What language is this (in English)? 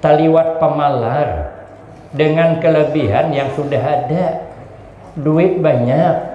Banjar